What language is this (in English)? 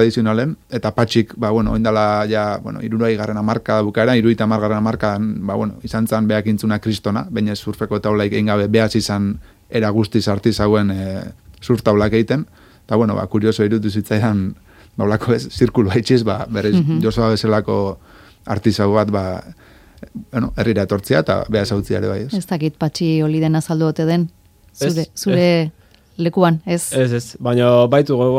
Basque